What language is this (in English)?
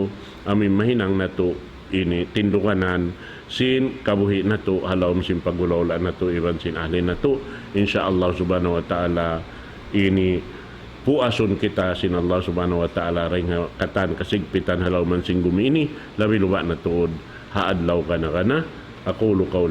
Tausug